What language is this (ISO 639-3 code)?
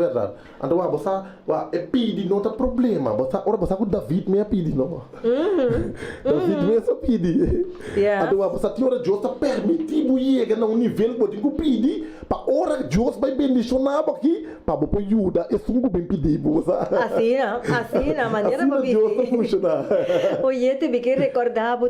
pap